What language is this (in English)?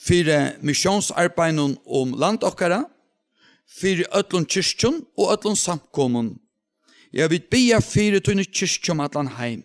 Faroese